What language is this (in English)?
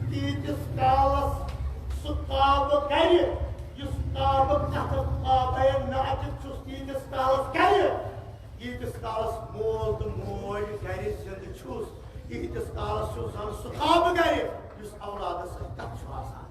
Kashmiri